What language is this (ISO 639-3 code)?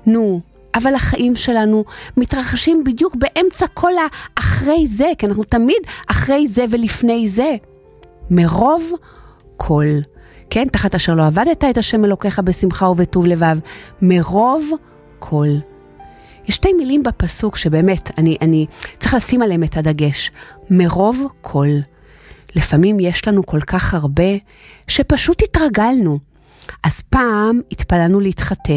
heb